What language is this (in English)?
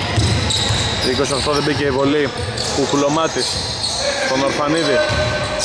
Greek